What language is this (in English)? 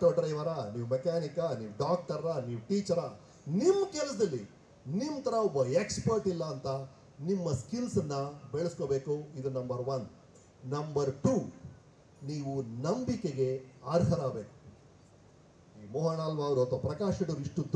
Kannada